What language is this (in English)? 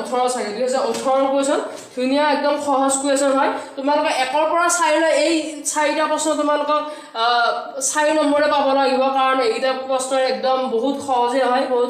Assamese